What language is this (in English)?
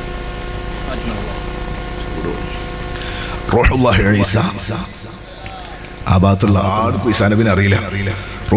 Malayalam